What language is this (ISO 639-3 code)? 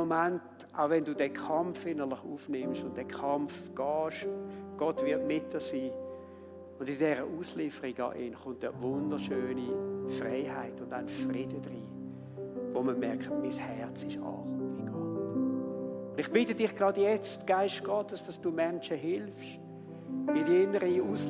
gsw